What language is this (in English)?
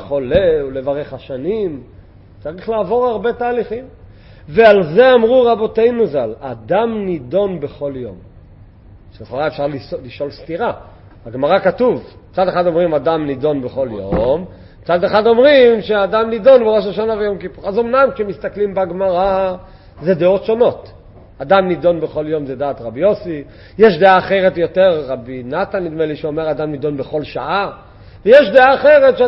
Hebrew